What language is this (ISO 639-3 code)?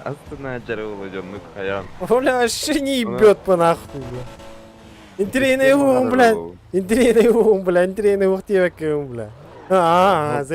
sah